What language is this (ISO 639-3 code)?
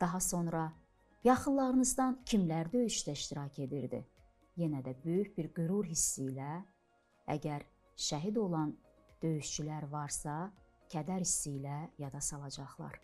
aze